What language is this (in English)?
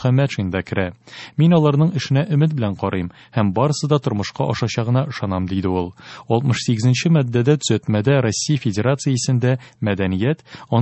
Tatar